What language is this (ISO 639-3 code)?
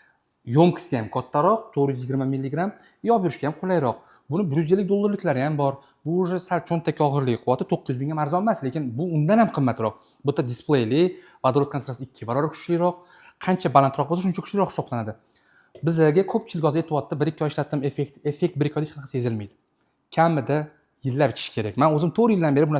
uzb